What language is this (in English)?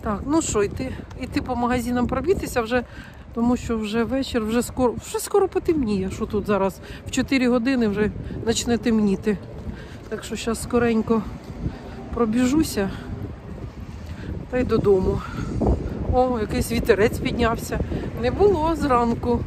Ukrainian